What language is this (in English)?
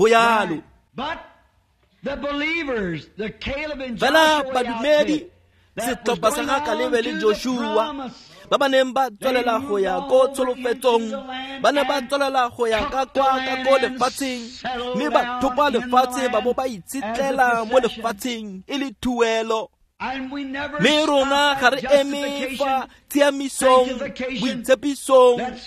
Tswana